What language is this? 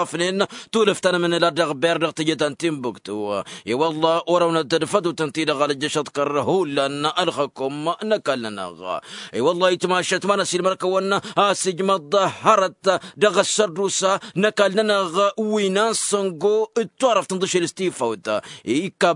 Tamasheq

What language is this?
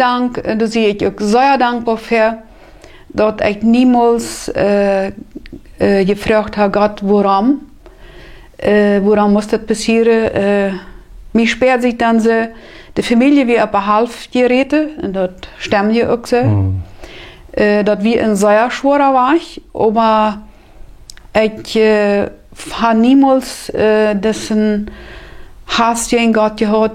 Plautdietsch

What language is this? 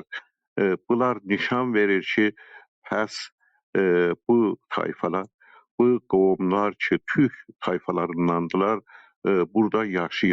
South Azerbaijani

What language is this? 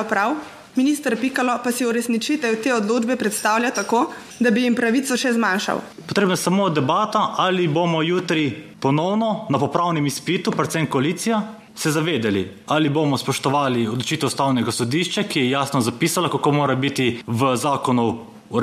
Slovenian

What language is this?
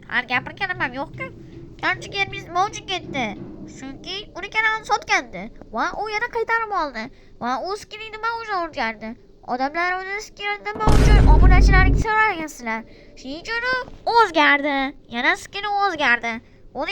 Uzbek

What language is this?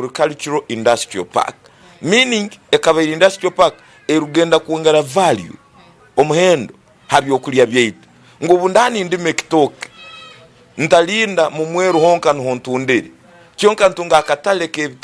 Tooro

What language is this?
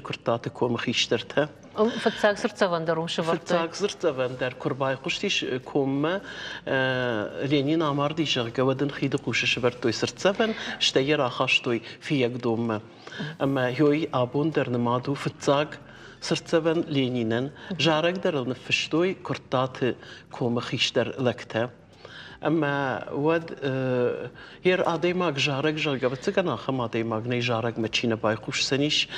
Ossetic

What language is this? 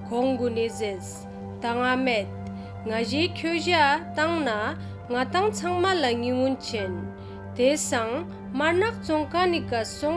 Ladakhi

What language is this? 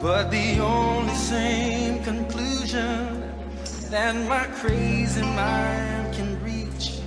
Samoan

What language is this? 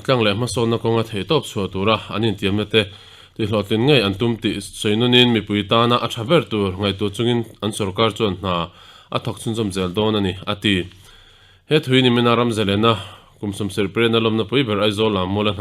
Mizo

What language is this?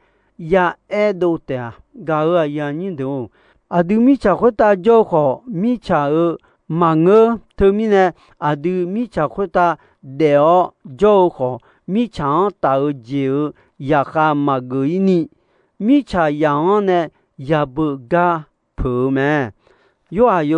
Akha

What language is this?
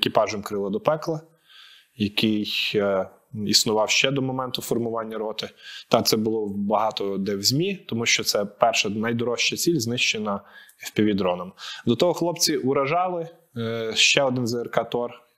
Ukrainian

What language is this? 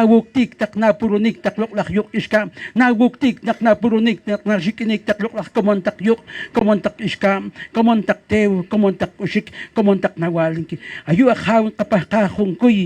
Poqomchi'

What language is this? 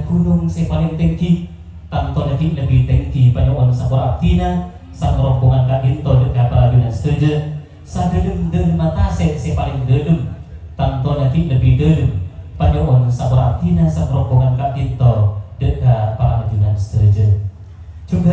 Madurese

